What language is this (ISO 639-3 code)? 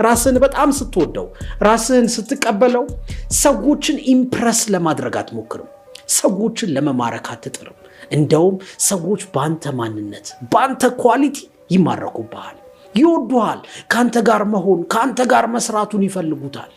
amh